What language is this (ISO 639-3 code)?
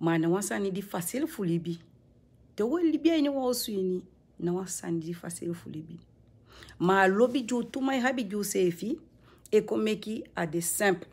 srn